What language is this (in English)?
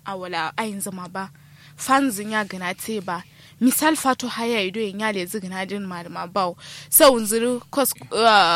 Kanuri